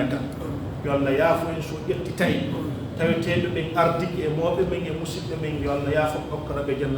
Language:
Pular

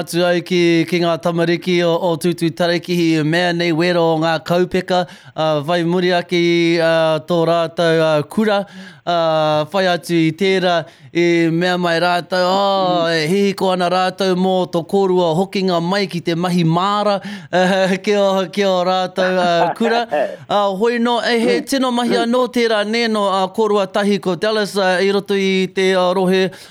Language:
Māori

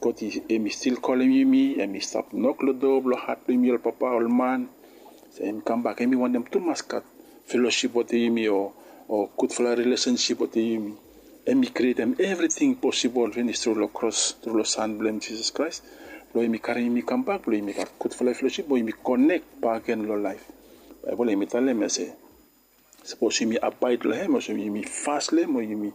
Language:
Bislama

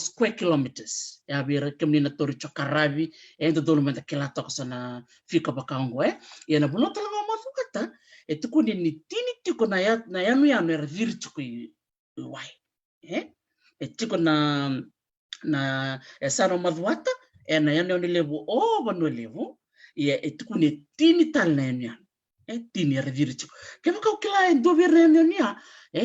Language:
Fijian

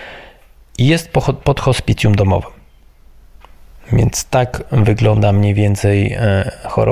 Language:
Polish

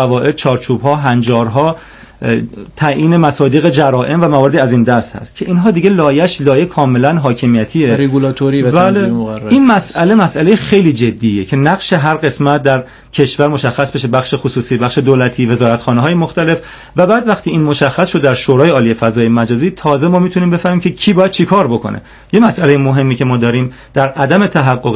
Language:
Persian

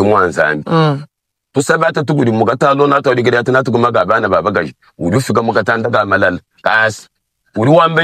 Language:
Luba-Lulua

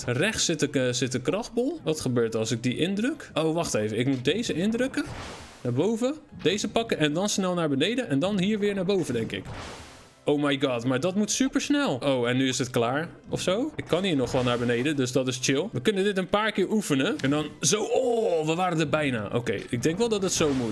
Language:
Dutch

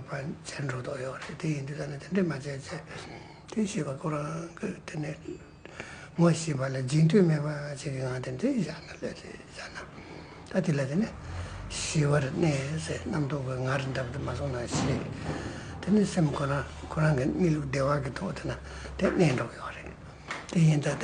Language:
Tibetan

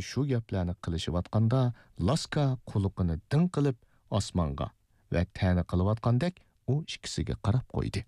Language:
Uyghur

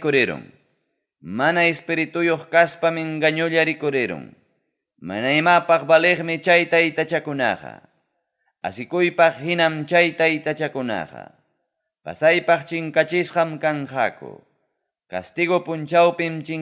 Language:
Ayacucho Quechua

